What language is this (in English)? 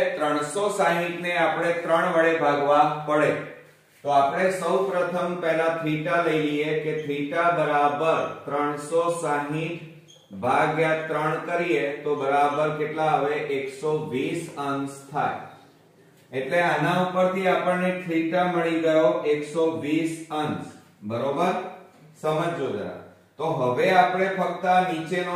Gujarati